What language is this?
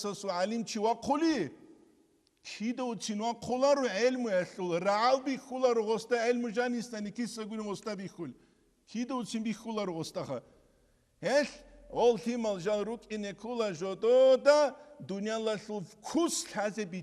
Avaric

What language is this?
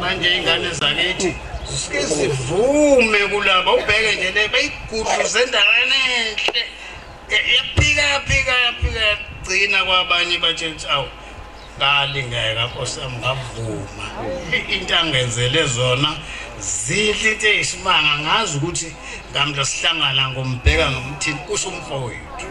Zulu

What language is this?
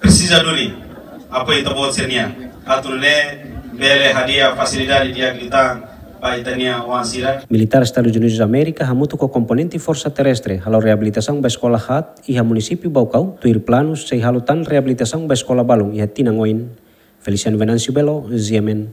Tetum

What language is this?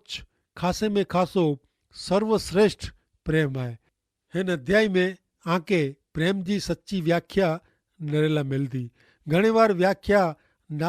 Kachhi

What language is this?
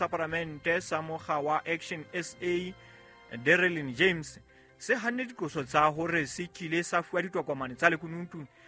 Southern Sotho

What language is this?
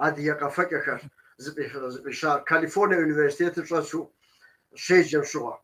Kabardian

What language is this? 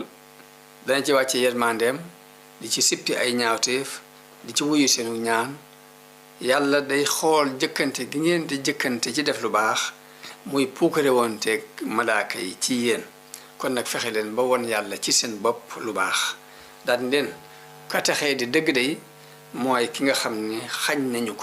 Wolof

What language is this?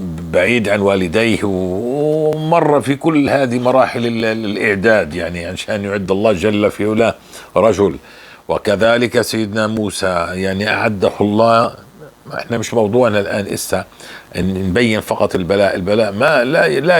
North Levantine Arabic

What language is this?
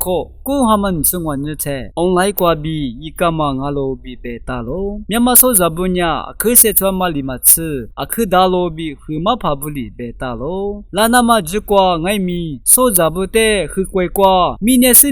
Lisu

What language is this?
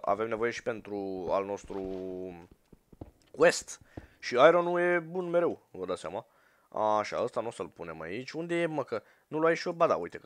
Romanian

